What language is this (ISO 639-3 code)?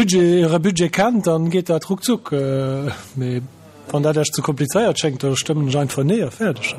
ltz